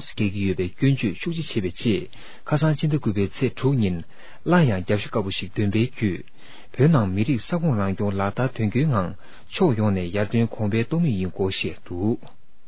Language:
Tibetan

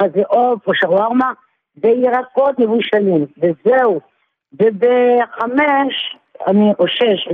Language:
Hebrew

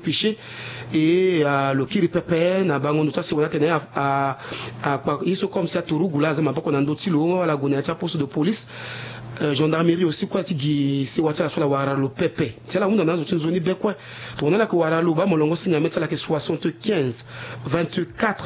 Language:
Sango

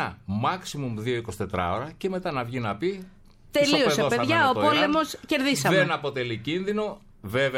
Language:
Greek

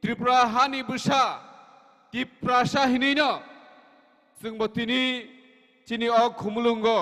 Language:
Kok Borok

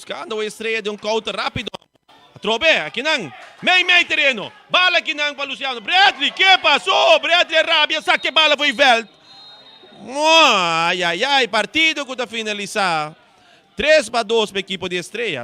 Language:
Papiamento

